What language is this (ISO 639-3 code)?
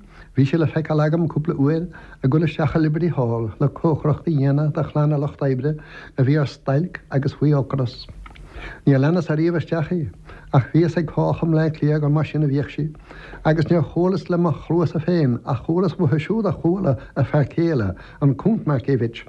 gle